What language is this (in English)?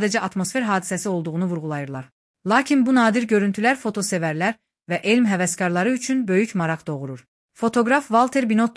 Azerbaijani